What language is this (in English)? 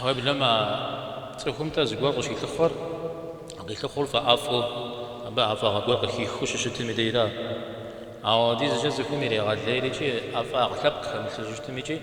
Kabardian